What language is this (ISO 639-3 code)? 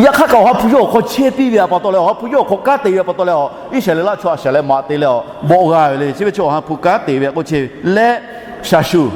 lhu